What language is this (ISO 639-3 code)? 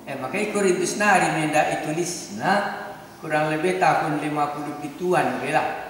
btx